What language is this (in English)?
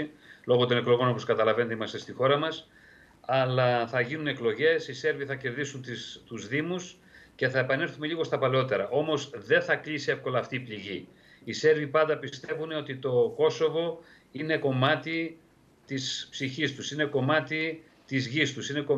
Greek